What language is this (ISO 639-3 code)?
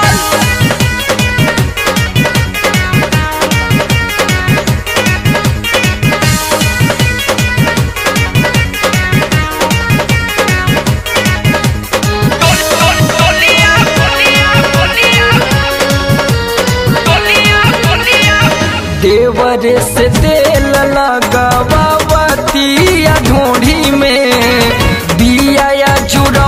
bho